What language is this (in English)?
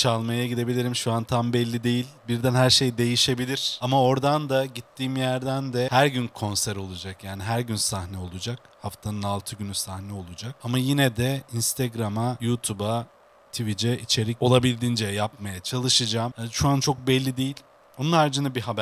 Turkish